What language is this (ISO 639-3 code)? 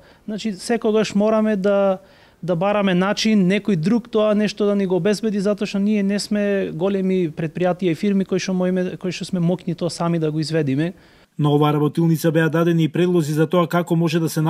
mkd